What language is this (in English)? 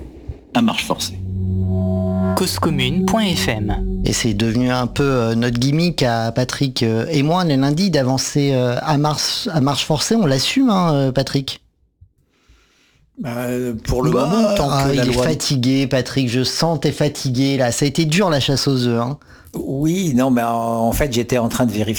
French